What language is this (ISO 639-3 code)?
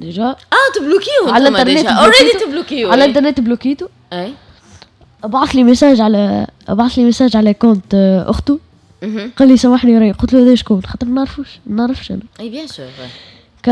aeb